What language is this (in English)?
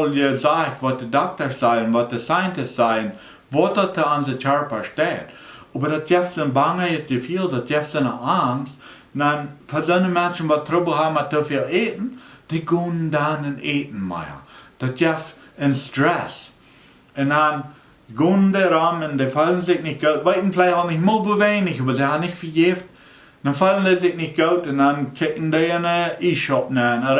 Plautdietsch